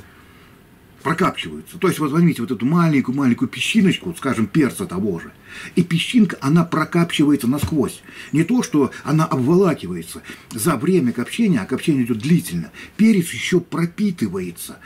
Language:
Russian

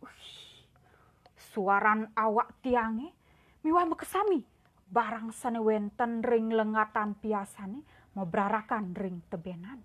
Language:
Balinese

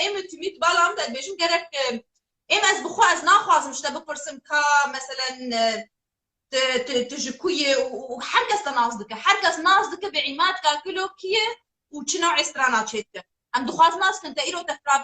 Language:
Kurdish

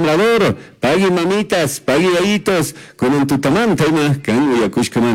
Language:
Chimborazo Highland Quichua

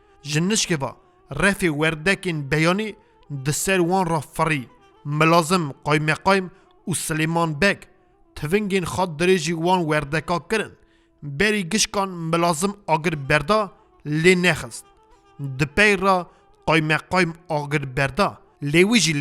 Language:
Kurdish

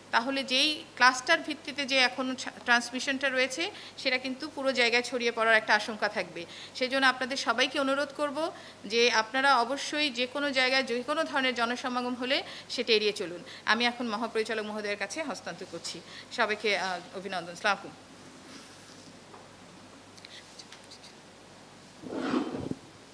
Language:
Bangla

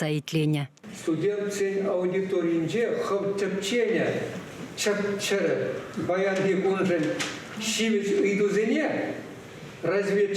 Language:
Chuvash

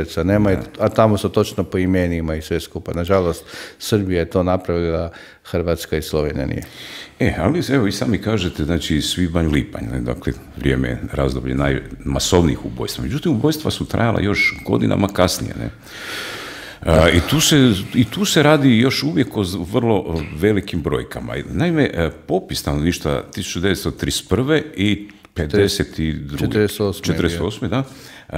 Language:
Croatian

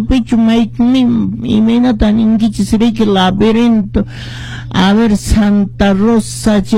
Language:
Quechua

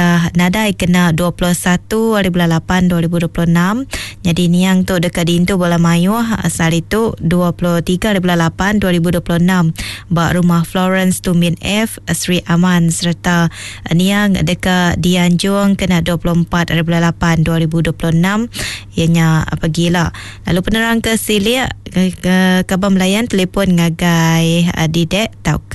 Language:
Iban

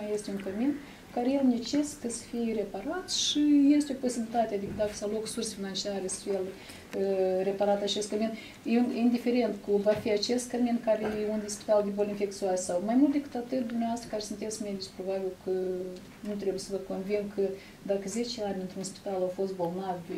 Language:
Romanian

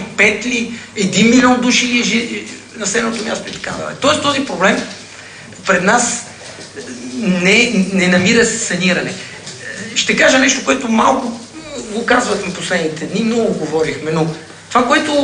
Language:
Bulgarian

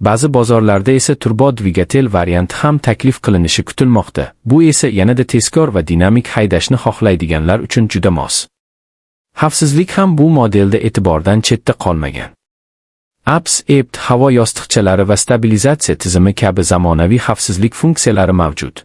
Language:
Uzbek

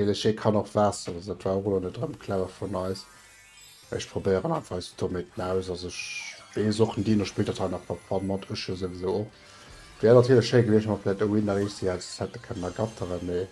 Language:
Luxembourgish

